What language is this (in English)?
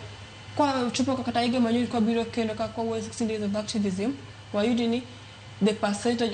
Luo (Kenya and Tanzania)